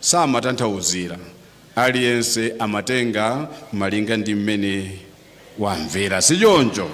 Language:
Nyanja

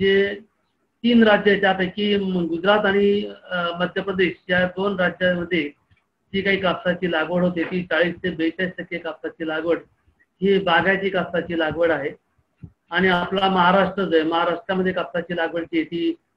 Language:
Marathi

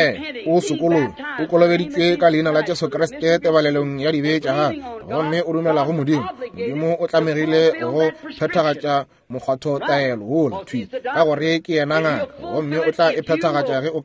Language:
Northern Sotho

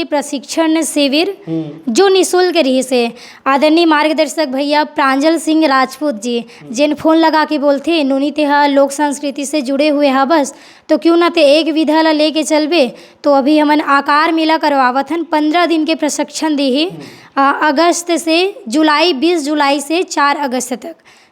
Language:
Chhattisgarhi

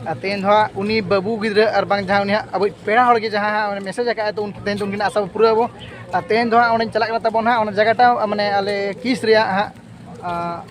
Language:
Santali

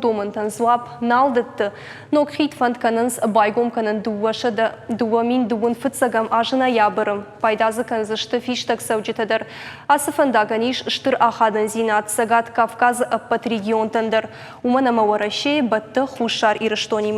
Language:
Ossetic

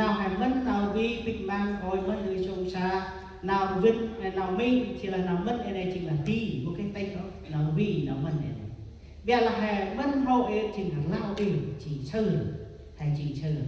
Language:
Central Mnong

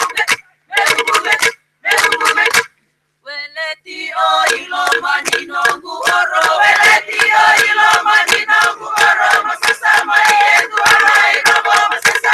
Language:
Fijian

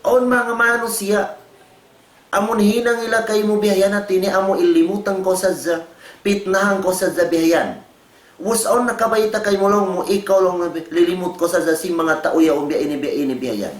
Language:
Tausug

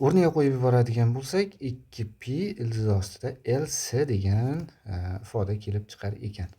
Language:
Uzbek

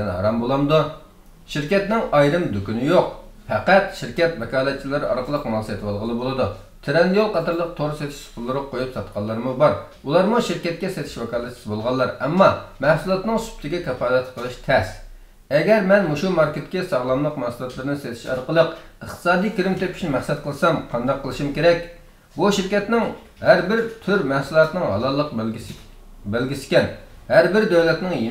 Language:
Uyghur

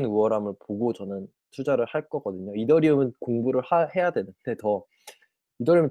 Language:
Korean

